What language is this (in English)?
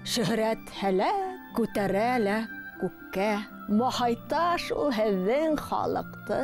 Bashkir